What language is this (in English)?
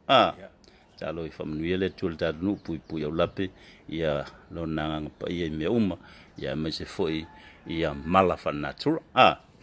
Samoan